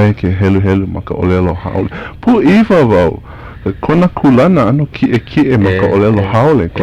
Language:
Hawaiian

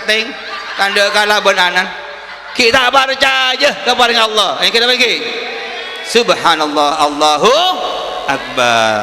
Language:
Madurese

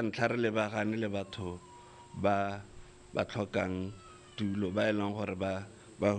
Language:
Tswana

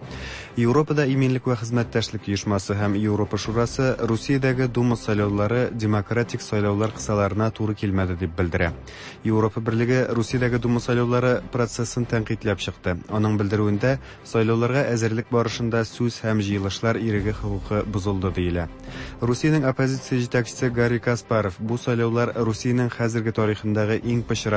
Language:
Tatar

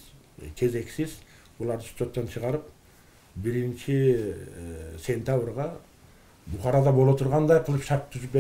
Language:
Kyrgyz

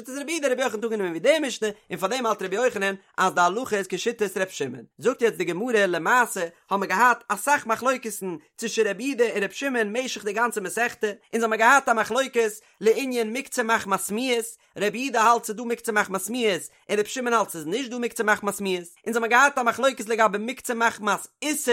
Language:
Yiddish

